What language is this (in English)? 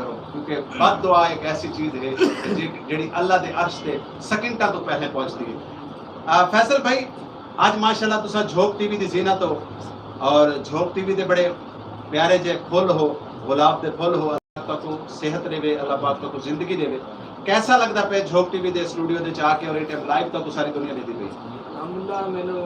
Saraiki